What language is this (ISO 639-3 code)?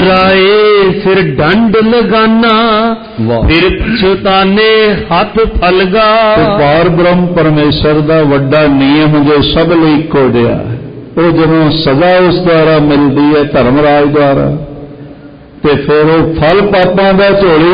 pan